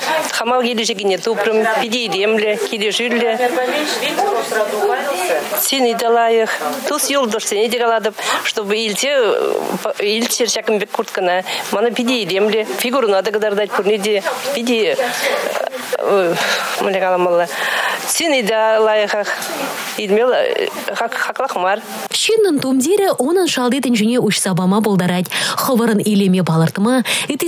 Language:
Chuvash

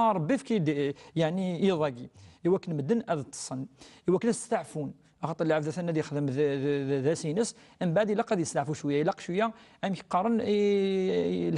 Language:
Kabyle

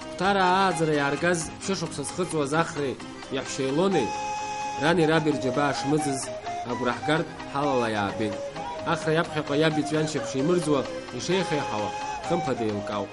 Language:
Abkhazian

